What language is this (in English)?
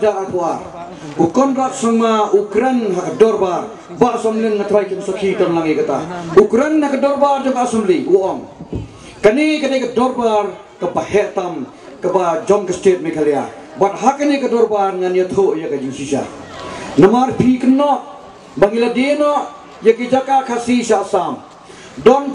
Khasi